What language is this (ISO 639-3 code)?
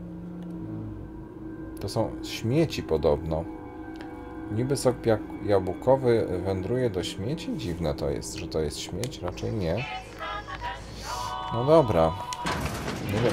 pol